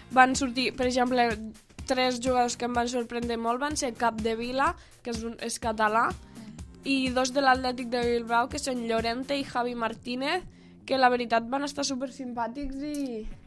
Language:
Catalan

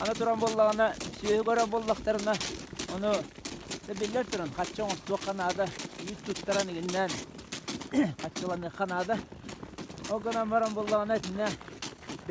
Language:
Yakut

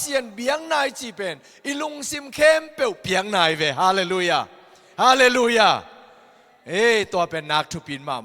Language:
Tedim Chin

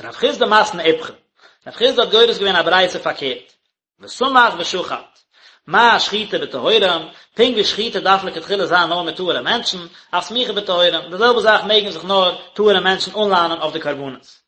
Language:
Yiddish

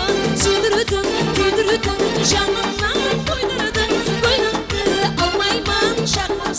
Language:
Kara-Kalpak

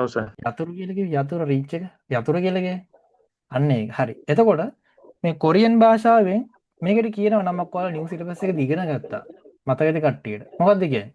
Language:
Sinhala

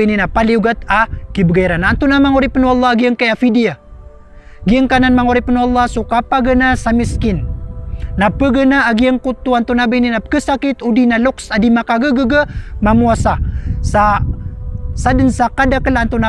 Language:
Maranao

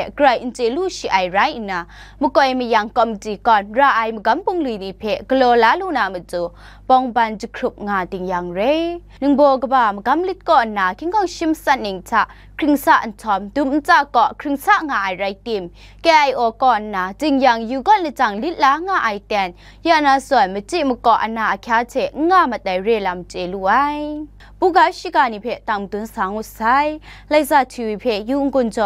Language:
Kachin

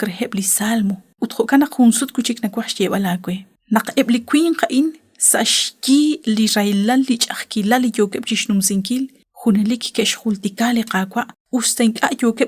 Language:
Kekchí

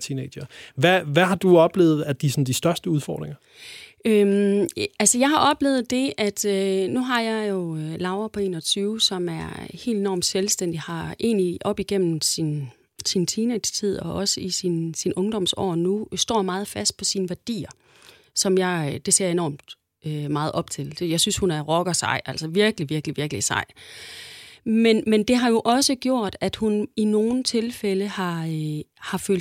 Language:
Danish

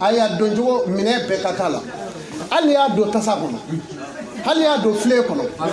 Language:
Bambara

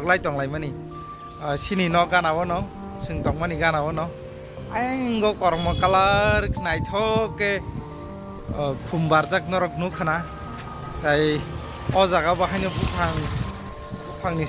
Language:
Kok Borok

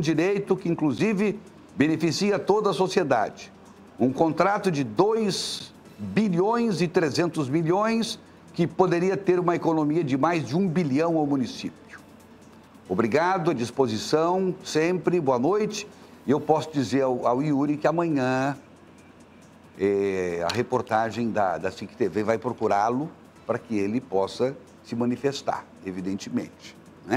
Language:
Portuguese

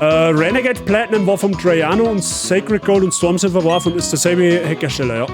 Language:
Bavarian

